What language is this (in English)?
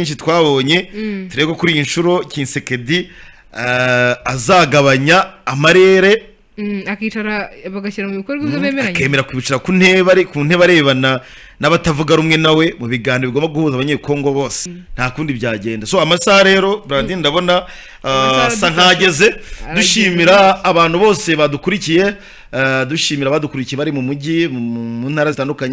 Kinyarwanda